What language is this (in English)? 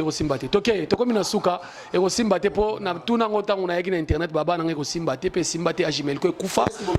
Lingala